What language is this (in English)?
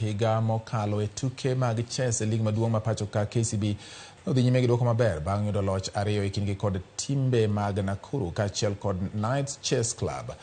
Luo (Kenya and Tanzania)